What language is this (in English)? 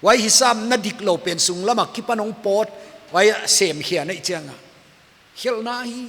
Paite Chin